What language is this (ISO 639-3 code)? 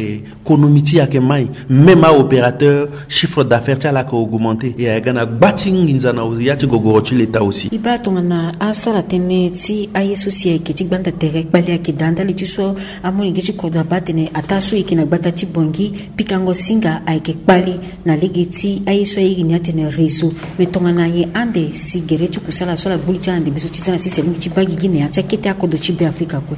sag